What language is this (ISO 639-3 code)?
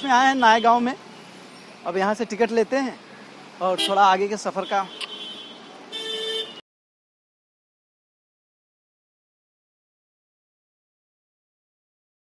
hin